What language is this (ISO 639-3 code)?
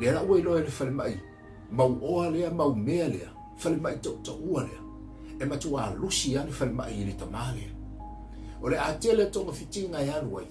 smo